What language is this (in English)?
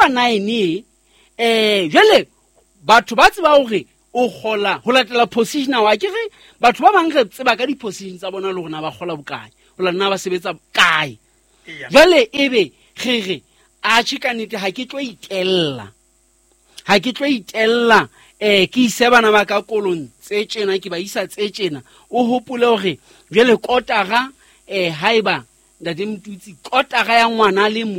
Southern Sotho